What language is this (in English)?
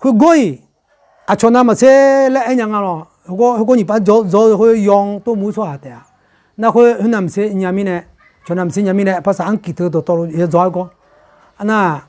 Akha